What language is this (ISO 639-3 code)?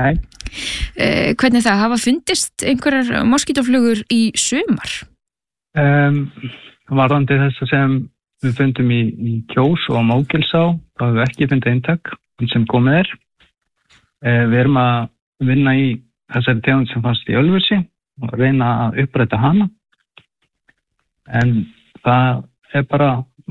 isl